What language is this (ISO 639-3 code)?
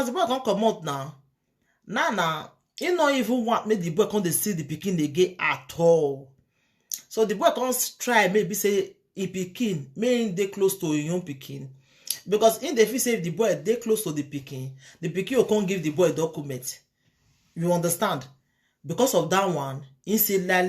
pcm